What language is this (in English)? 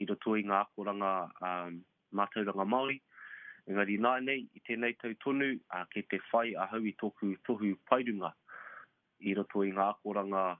Māori